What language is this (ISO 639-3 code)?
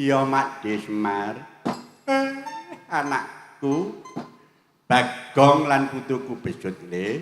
jav